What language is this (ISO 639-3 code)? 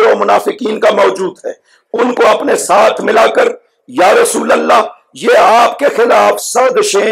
urd